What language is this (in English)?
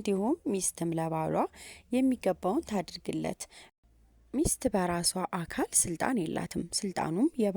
Amharic